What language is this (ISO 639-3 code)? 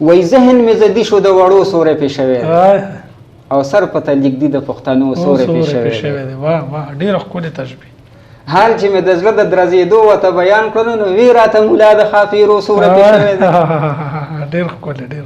pus